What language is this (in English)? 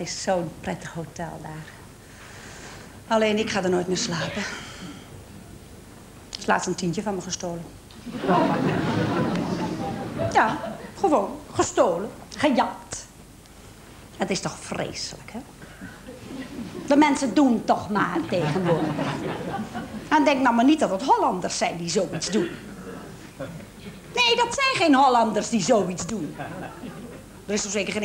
Dutch